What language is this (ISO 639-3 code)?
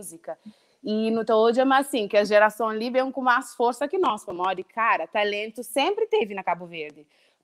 kea